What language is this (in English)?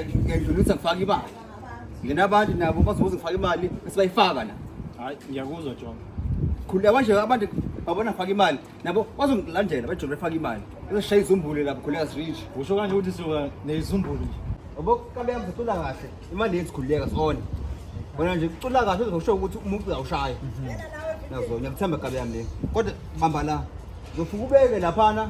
Zulu